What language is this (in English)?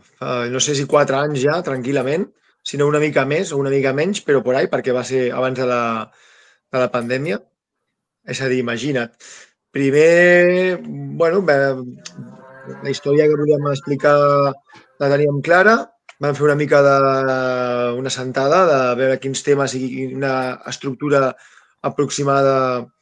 Catalan